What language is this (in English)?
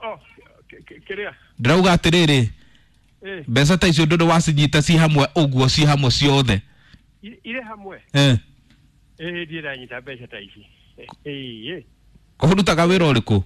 Kikuyu